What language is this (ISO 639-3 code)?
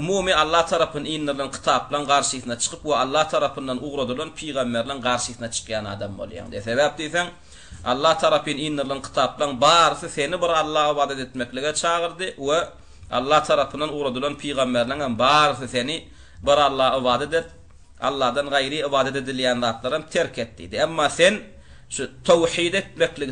tuk